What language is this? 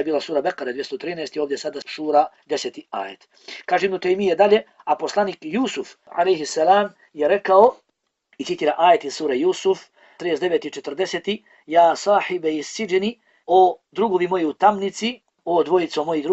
Bosnian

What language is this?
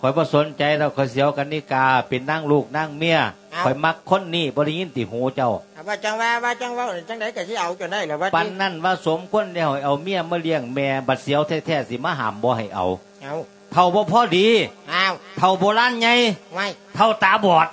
Lao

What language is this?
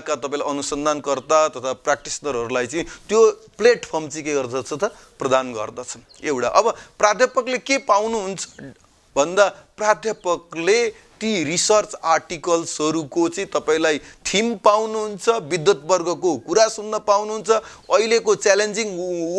Nepali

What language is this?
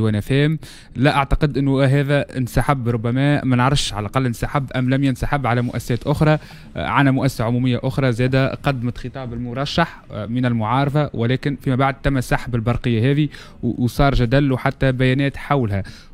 Tunisian Arabic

